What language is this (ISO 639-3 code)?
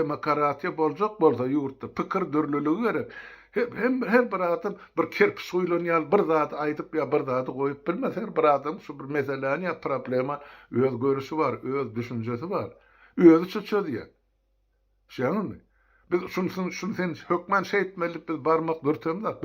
tuk